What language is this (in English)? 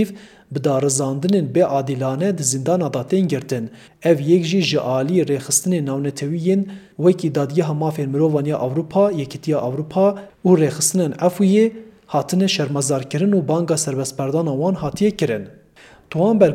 Kurdish